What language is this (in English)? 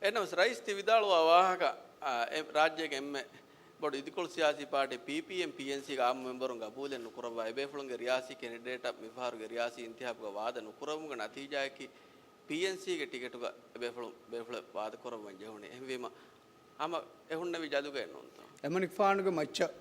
Divehi